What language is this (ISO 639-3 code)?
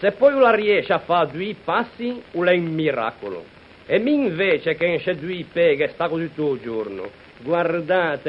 lij